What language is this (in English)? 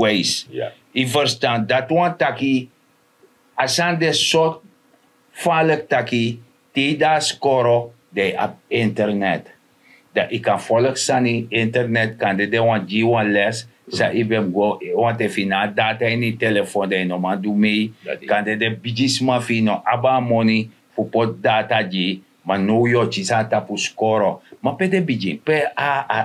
Sranan Tongo